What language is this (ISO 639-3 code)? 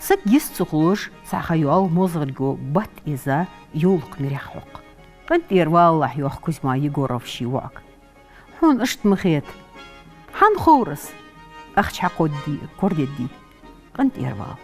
inh